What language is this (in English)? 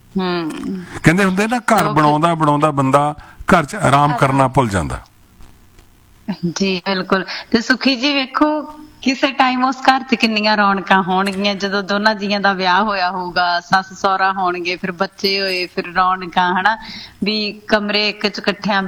Punjabi